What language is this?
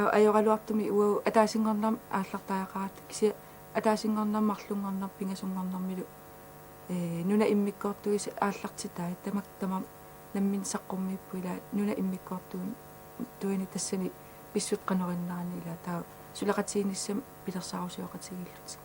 Kalaallisut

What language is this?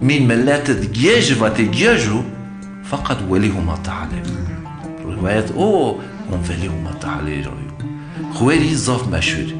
Zaza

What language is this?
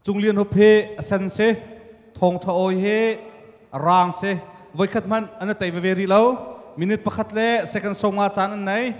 Hakha Chin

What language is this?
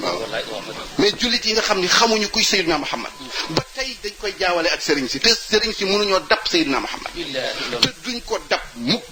Wolof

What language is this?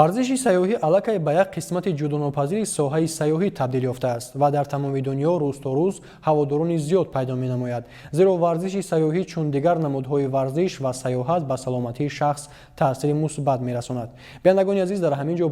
Tajik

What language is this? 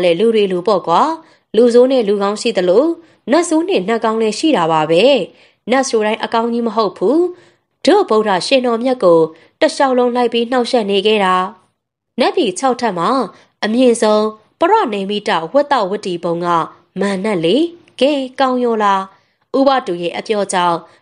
Burmese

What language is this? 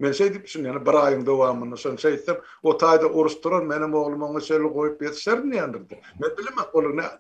Turkmen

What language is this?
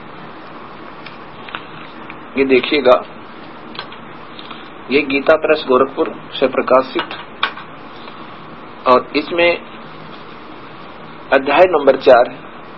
Hindi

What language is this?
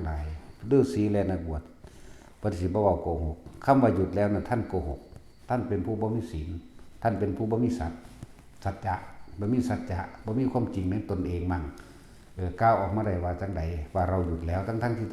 Lao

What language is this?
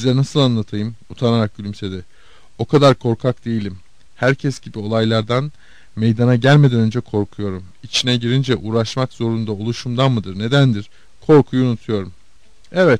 Turkish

